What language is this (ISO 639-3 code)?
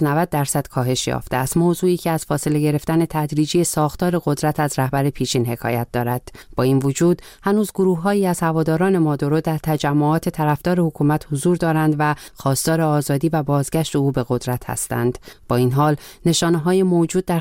fas